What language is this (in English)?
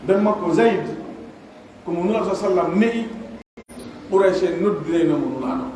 Pular